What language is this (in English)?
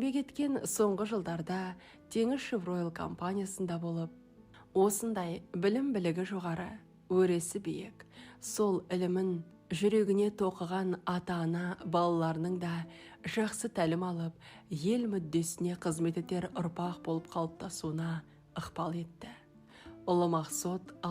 Kazakh